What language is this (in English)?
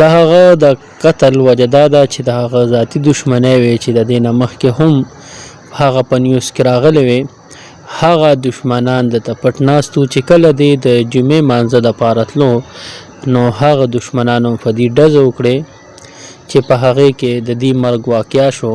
Pashto